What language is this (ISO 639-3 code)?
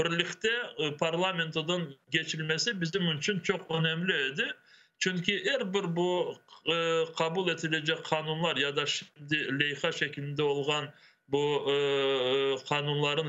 crh